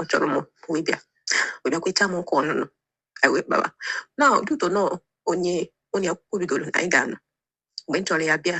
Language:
Igbo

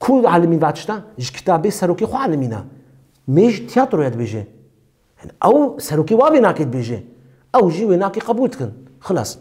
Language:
Kurdish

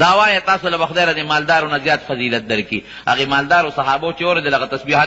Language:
Pashto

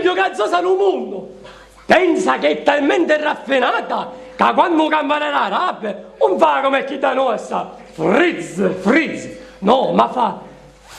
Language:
Sicilian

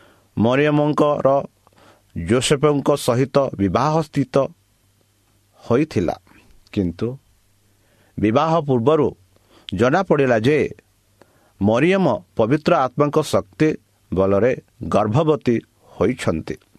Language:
Odia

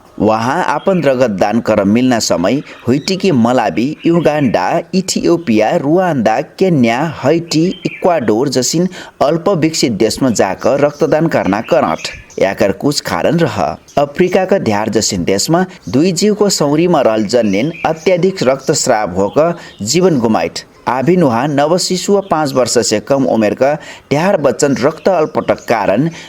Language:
Dangaura Tharu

